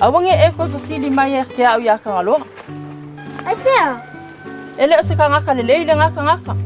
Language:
Samoan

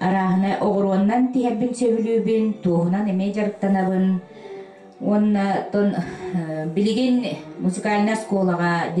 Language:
Yakut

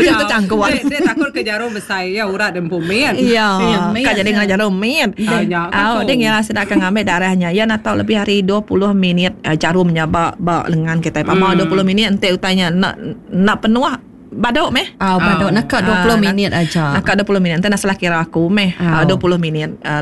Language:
Iban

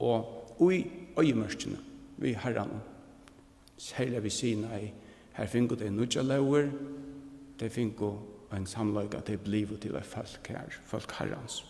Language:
Faroese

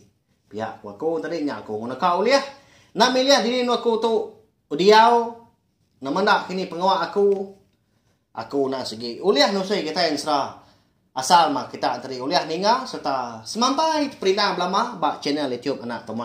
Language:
Iban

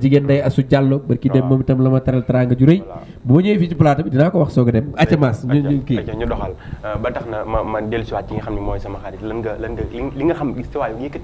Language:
Wolof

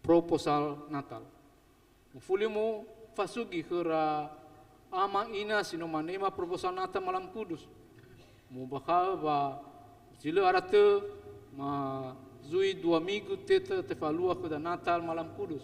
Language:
Nias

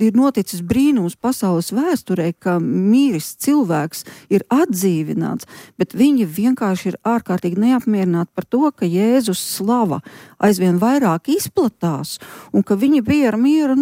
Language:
Latvian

